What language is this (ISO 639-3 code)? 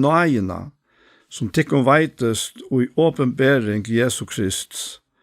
fao